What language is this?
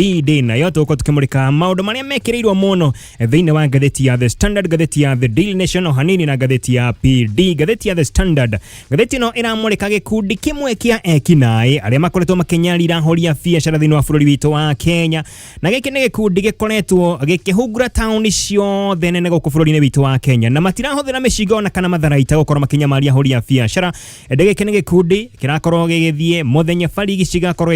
Kikuyu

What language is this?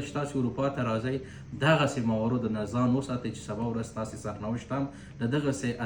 Pashto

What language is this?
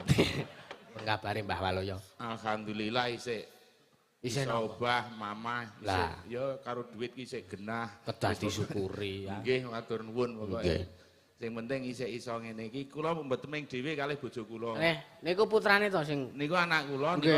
Javanese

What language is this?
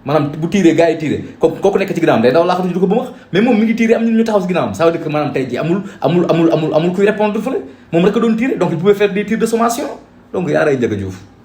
Wolof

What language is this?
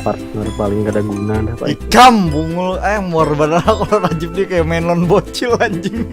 Banjar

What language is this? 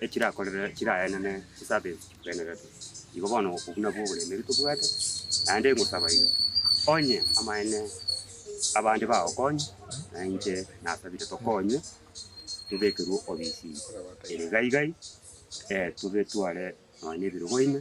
Gusii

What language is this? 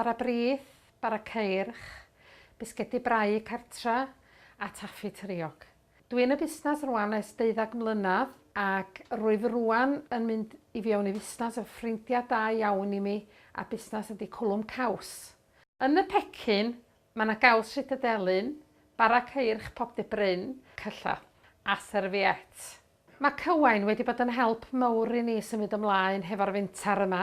Welsh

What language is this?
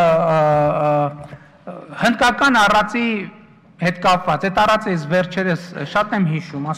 Armenian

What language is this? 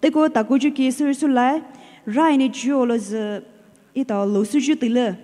Poumei Naga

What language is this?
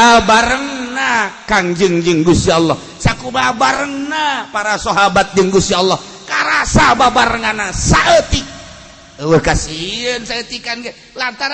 Sundanese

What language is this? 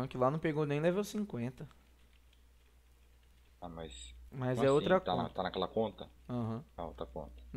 Portuguese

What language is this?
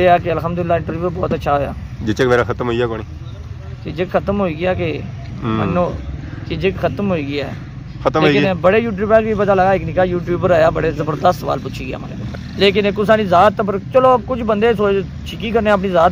Pahari-Potwari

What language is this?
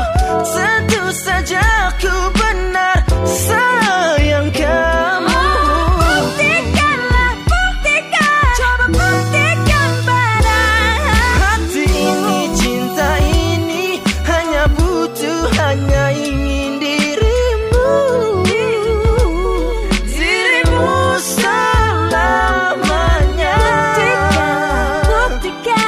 Indonesian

